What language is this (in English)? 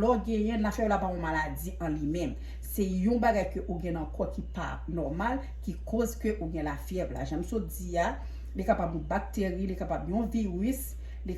Haitian Creole